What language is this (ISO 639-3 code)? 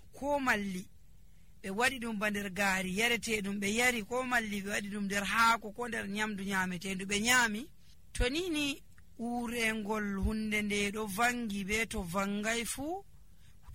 fuv